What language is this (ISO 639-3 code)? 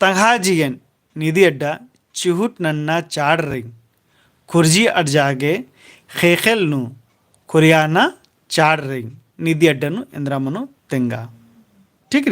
kru